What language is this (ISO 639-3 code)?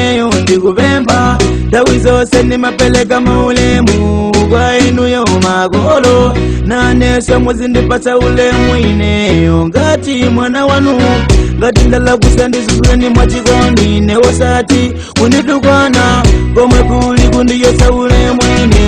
nya